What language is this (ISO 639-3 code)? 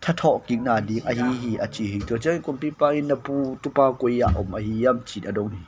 ctd